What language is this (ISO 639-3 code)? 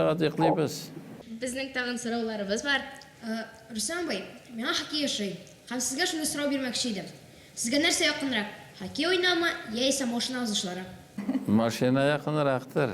tat